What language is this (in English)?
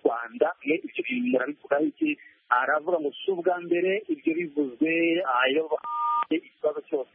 Kinyarwanda